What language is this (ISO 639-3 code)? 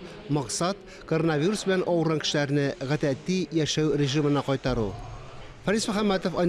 tat